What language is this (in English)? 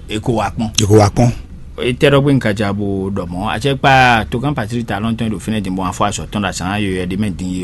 Fon